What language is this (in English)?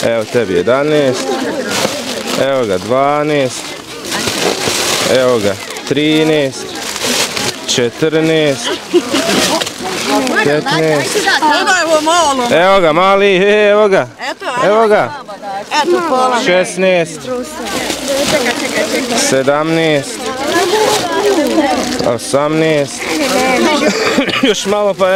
Bosnian